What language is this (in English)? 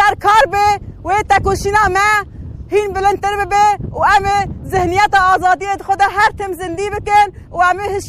Kurdish